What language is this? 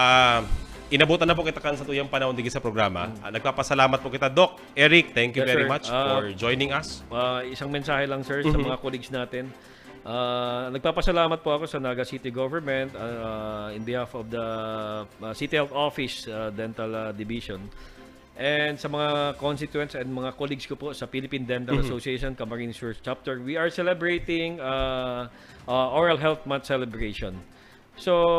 Bikol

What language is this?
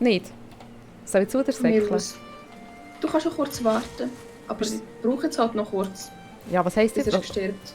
Swiss German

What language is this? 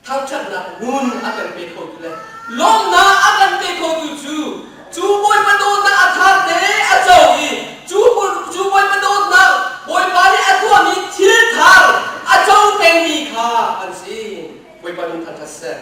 Hakha Chin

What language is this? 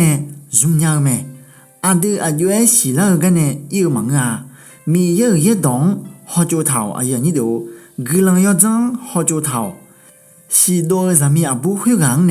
Akha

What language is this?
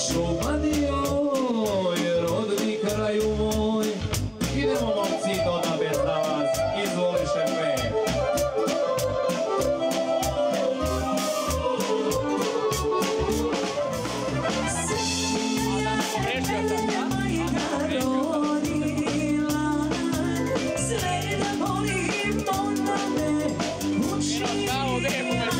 Serbian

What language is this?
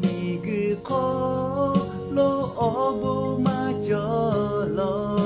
Lahu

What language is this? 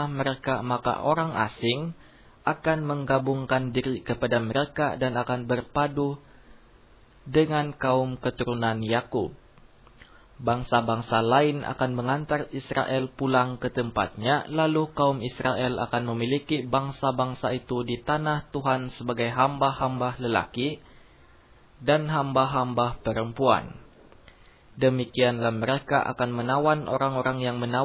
Indonesian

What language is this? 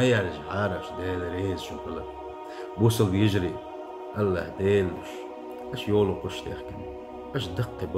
Chechen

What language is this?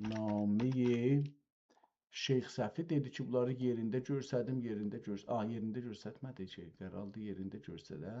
South Azerbaijani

